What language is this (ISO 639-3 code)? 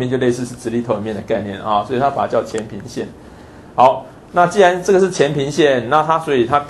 zho